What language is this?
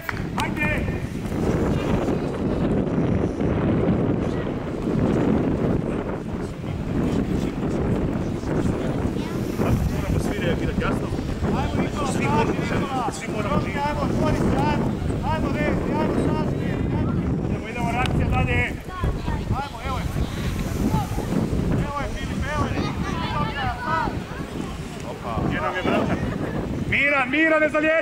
Croatian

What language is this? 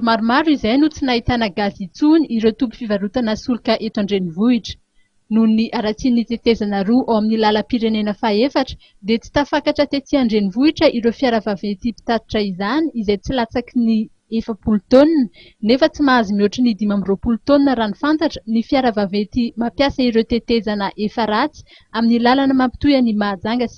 Malagasy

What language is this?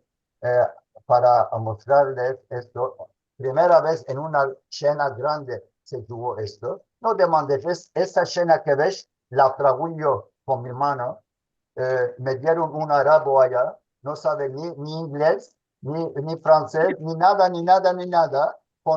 Ladino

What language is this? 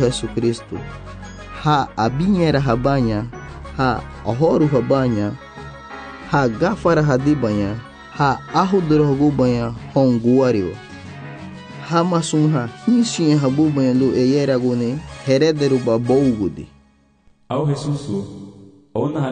Garifuna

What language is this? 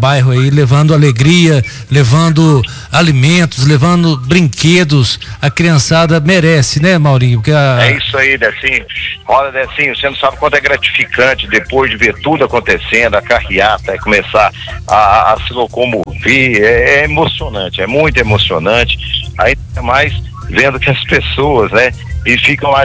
Portuguese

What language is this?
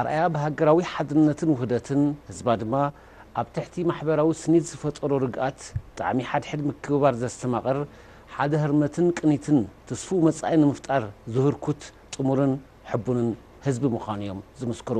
Tigrinya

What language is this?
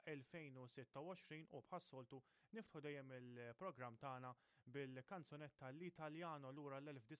Maltese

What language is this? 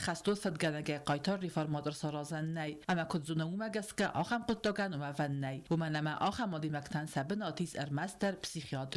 Ossetic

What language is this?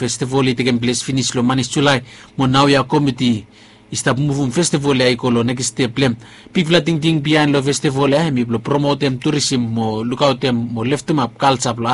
Bislama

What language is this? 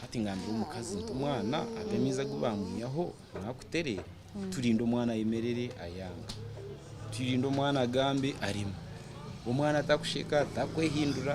Nyankole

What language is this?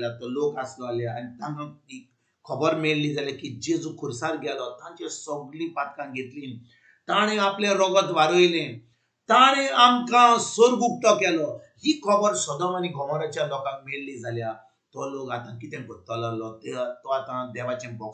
Konkani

